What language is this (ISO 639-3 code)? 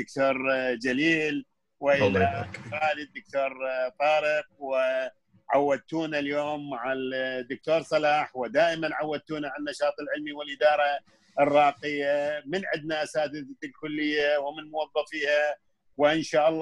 ara